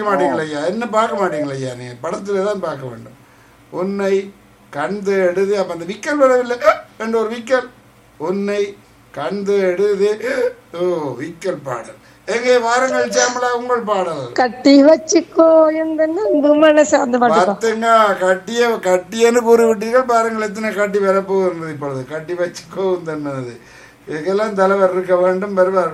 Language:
Tamil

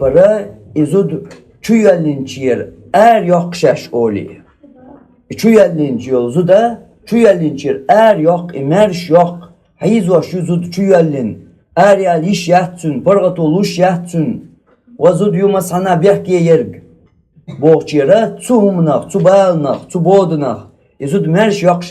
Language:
Chechen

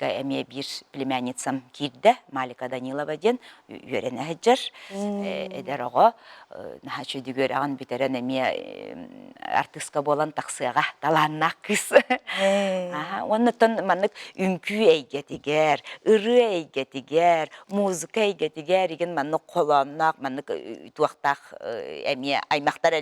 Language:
Yakut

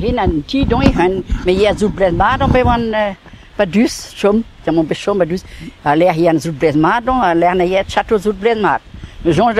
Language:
Breton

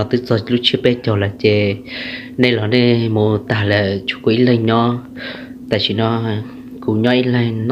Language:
Hmong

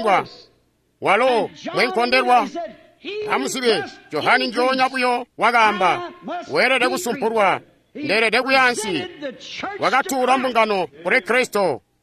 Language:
Tonga (Zambia)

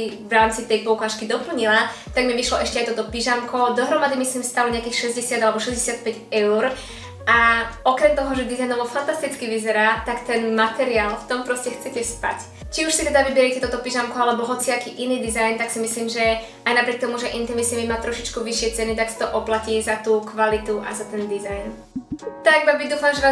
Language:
Slovak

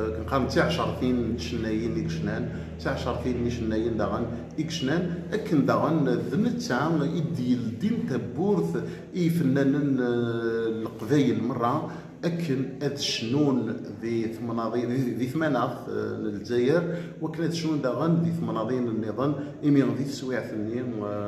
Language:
Kabyle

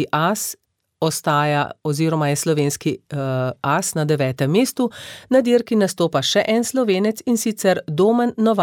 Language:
Slovenian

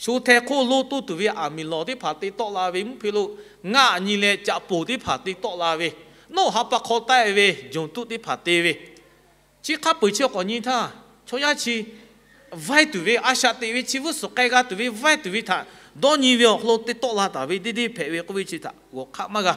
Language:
Lahu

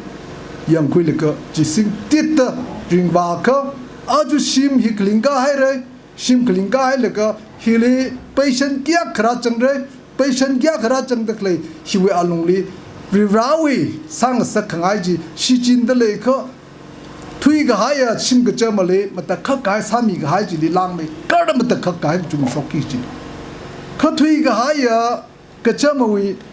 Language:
Tangkhul Naga (India)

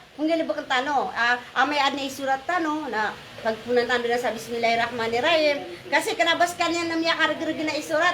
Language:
Maranao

